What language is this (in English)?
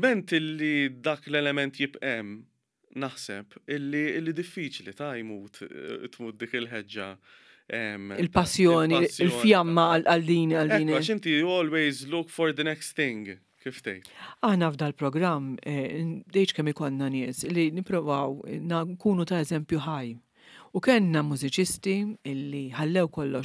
Maltese